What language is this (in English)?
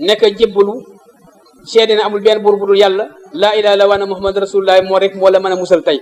Wolof